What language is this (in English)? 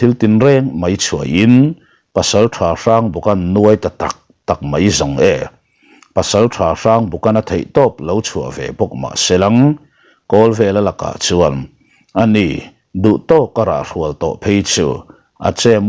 Mizo